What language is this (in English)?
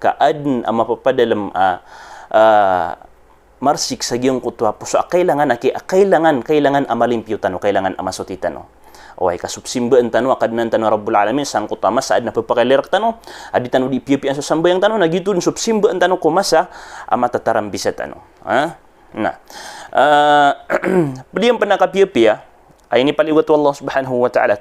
Maranao